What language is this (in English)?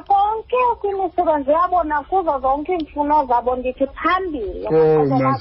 Xhosa